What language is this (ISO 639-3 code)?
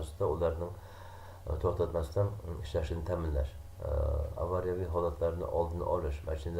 uzb